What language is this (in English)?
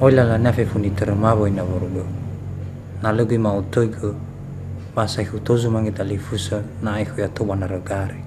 Nias